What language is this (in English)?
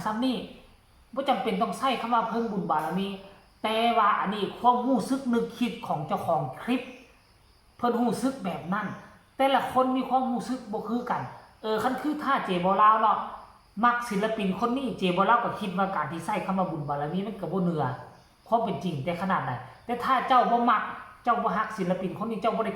Northeastern Thai